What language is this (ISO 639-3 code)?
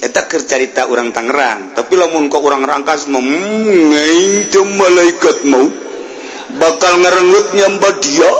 sun